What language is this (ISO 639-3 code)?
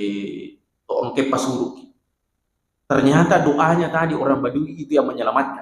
bug